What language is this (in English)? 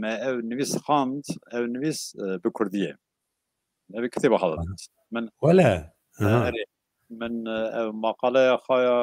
Kurdish